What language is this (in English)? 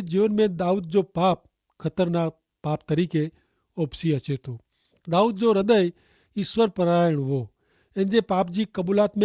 Kachhi